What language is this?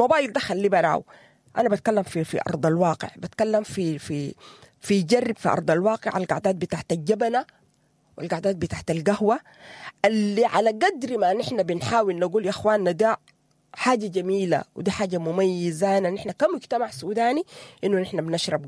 Sudanese Arabic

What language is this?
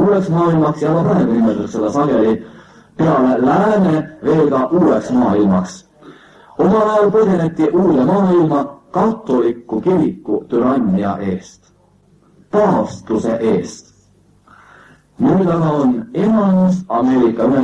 Estonian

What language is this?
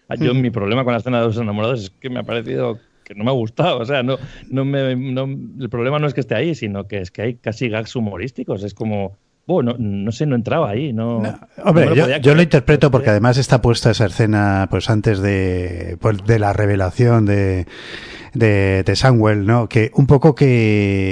Spanish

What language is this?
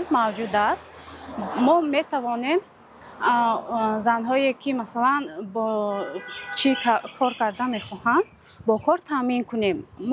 Tajik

